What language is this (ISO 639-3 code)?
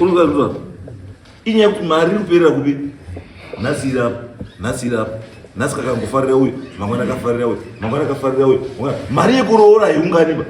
sna